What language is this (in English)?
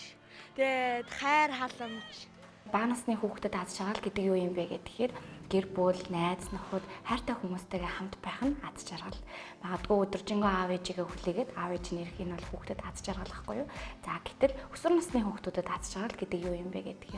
Mongolian